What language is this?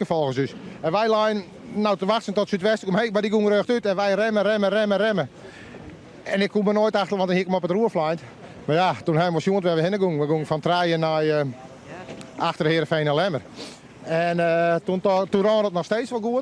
Western Frisian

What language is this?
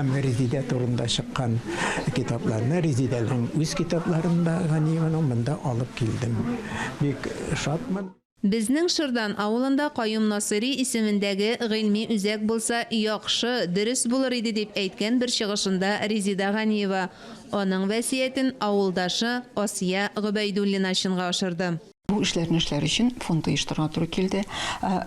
Tatar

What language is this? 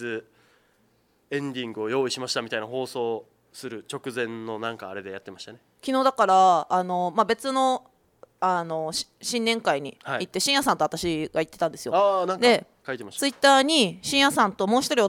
Japanese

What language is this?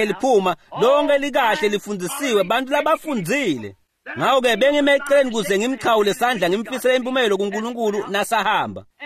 Swati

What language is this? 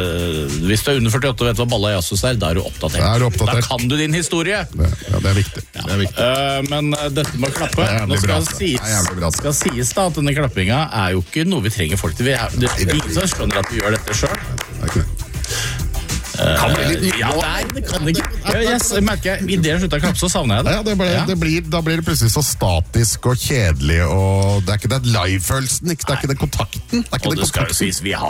Norwegian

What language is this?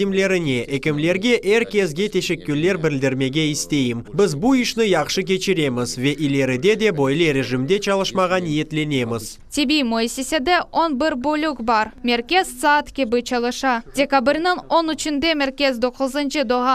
Crimean Tatar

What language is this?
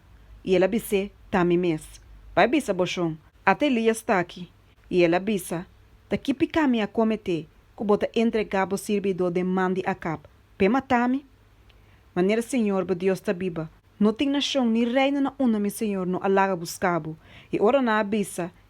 Papiamento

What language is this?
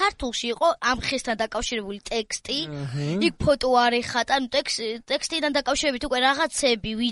Georgian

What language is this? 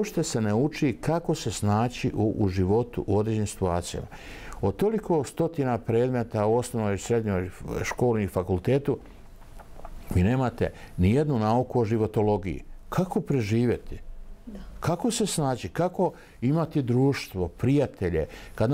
Bosnian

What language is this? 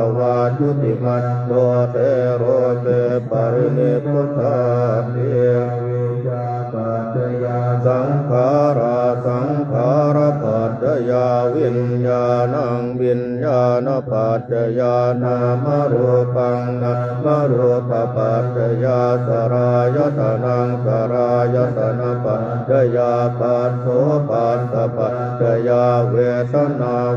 Pali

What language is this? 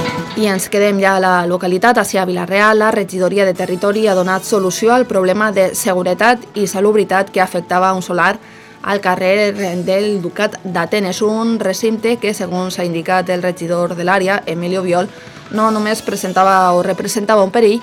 Catalan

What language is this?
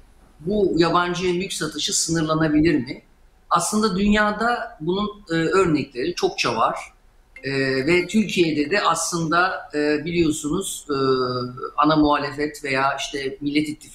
Turkish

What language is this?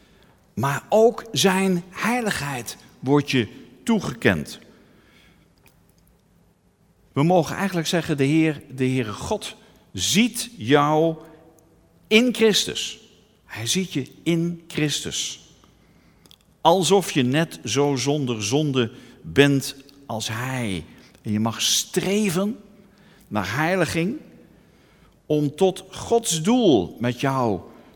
Dutch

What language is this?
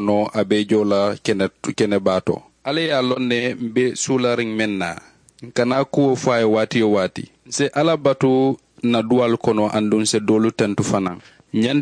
Mandingo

